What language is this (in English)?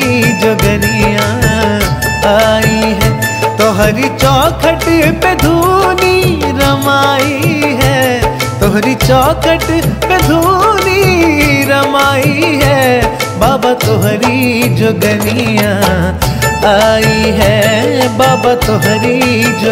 Bhojpuri